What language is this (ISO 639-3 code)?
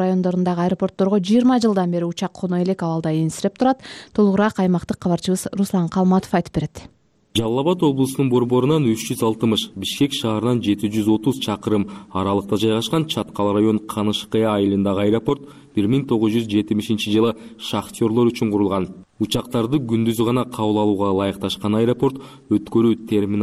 kir